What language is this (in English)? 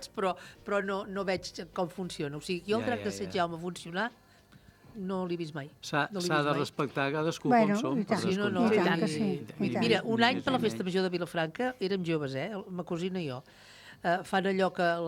Catalan